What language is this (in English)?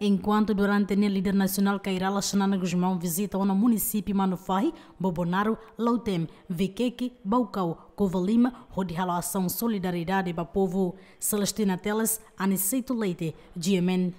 Tetum